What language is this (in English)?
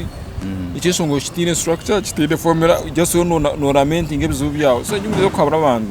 Nyankole